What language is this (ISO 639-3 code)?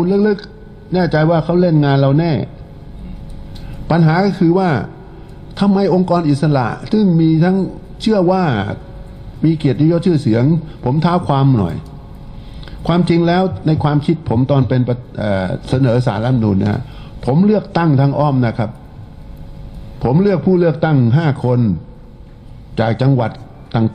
tha